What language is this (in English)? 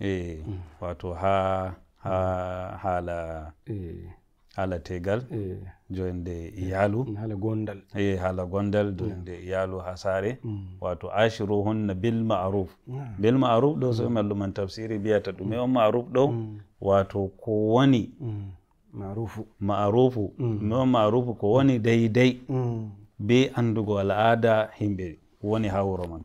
Nigerian Fulfulde